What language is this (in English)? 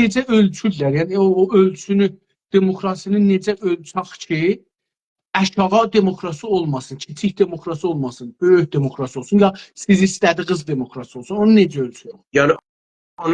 South Azerbaijani